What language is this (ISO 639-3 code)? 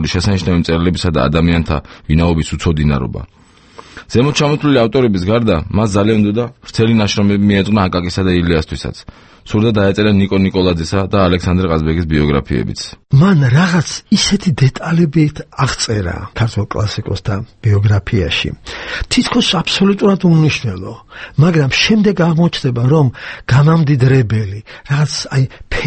kat